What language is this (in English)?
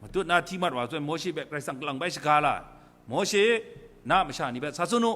Kachin